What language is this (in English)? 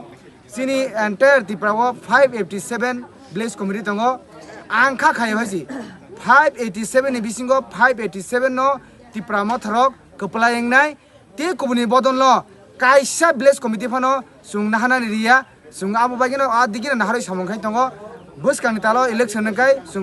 Kok Borok